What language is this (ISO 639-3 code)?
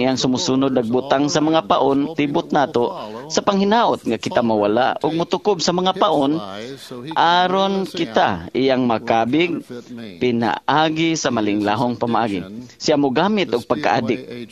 ceb